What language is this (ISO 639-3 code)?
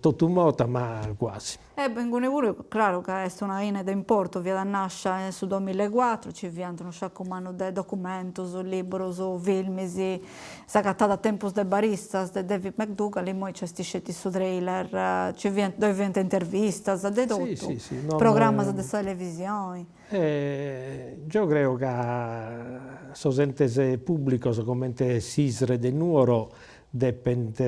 srd